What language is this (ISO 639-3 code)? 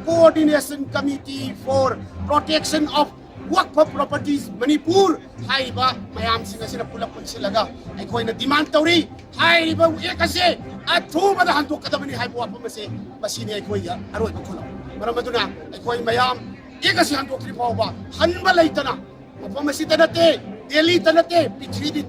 mni